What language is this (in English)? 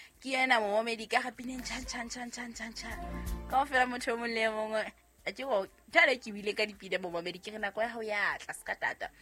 Southern Sotho